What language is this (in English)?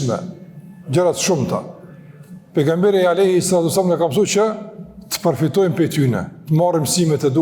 Albanian